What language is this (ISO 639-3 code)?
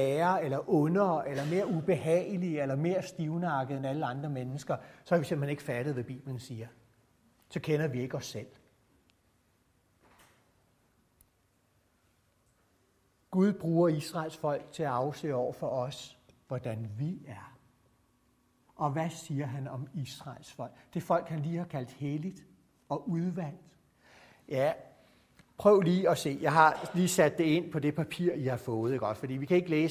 dan